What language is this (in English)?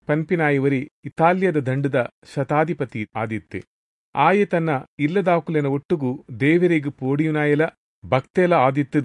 Tulu